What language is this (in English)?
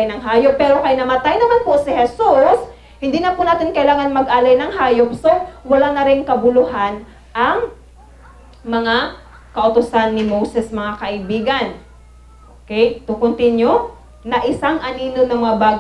Filipino